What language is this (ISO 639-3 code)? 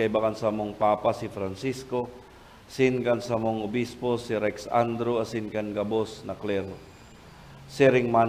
bik